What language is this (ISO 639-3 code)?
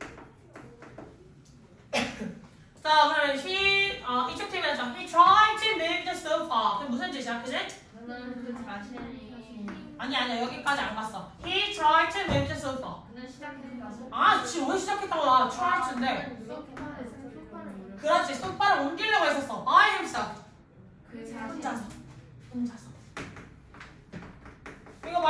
kor